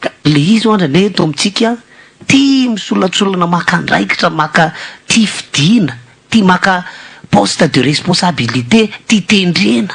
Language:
Malagasy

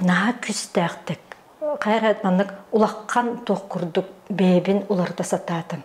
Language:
Yakut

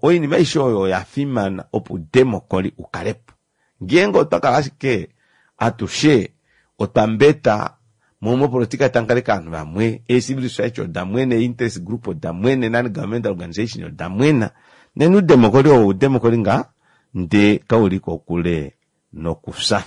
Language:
Kuanyama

